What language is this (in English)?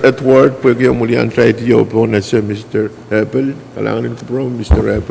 Pohnpeian